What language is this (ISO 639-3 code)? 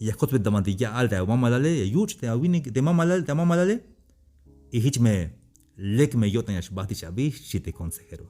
tzh